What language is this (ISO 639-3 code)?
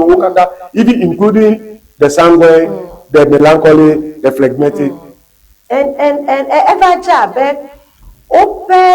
ewe